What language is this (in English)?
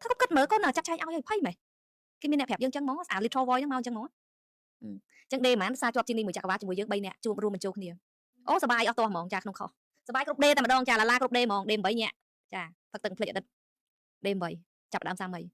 Khmer